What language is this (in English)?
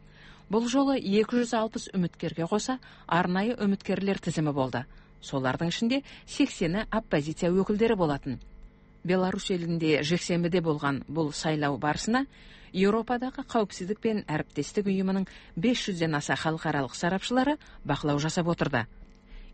Kazakh